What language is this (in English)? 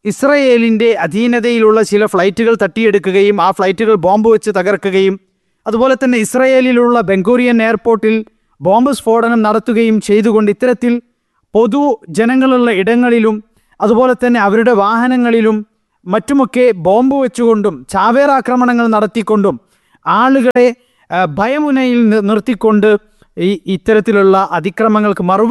Malayalam